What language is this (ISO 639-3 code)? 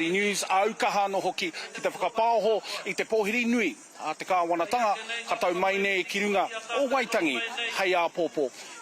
mri